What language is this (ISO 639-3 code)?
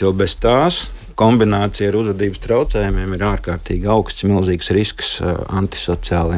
lav